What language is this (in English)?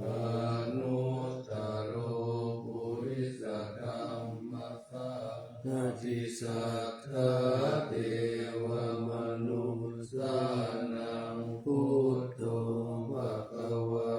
Pali